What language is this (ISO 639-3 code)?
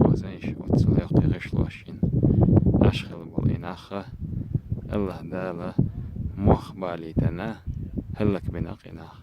che